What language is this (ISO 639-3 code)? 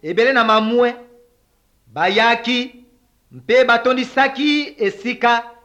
lin